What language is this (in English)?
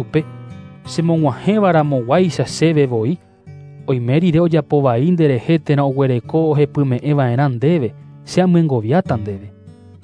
Guarani